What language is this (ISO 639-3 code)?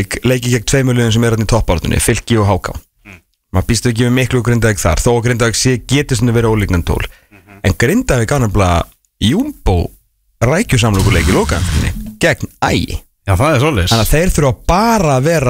isl